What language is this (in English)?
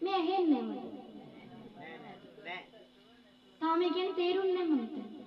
Sinhala